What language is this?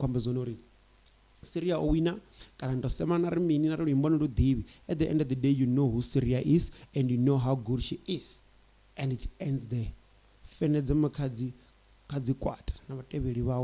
Venda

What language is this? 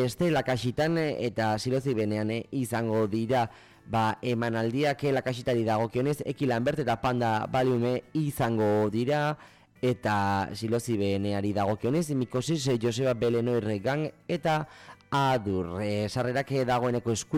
Basque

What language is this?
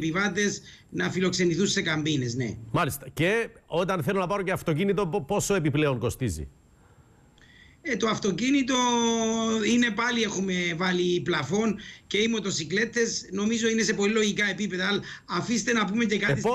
Greek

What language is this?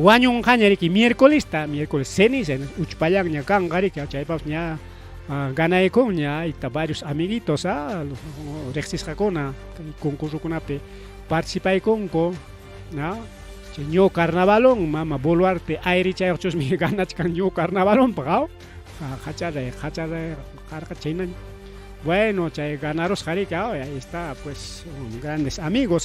Ayacucho Quechua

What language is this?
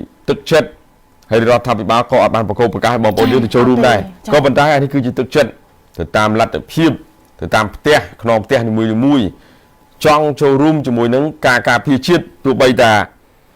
Khmer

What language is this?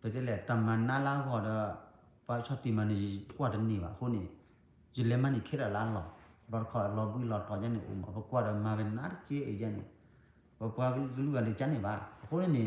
S'gaw Karen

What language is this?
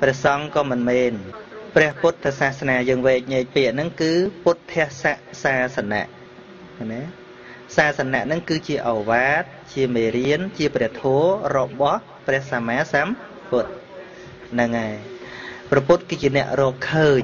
Khmer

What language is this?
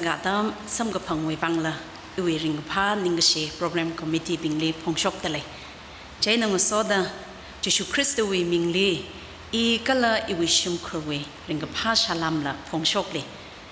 Tangkhul Naga (India)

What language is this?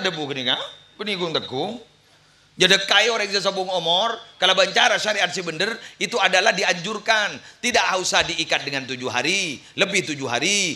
Madurese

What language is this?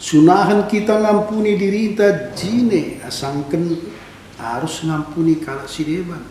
Batak Karo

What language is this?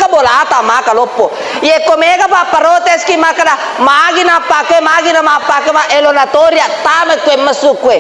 Buginese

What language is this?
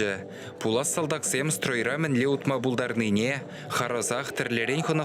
Chuvash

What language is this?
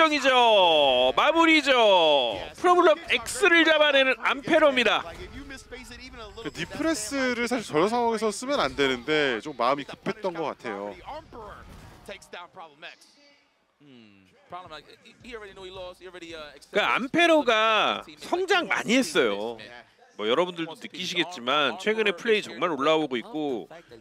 Korean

